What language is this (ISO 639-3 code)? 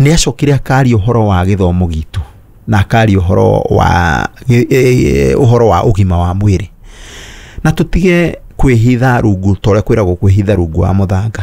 kik